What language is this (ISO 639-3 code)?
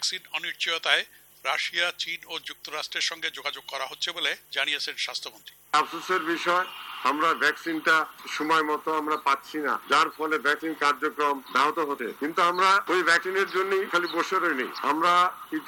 ben